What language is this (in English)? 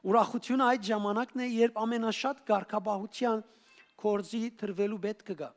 Western Armenian